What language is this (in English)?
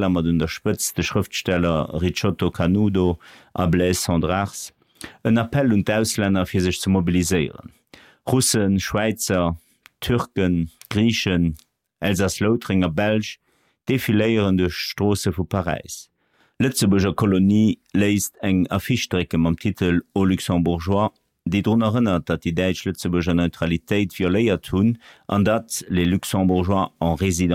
Luxembourgish